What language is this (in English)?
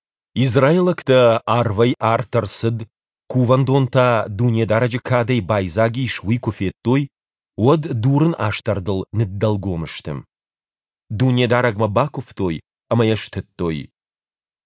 Ossetic